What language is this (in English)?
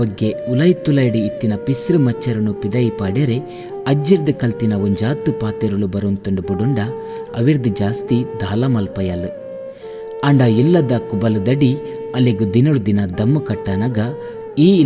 Tulu